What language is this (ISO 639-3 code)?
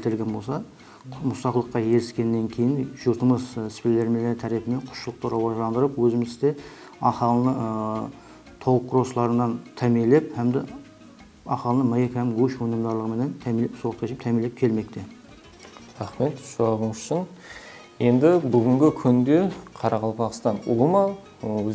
kaa